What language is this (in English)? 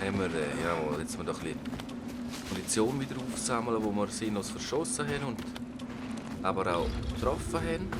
Swiss German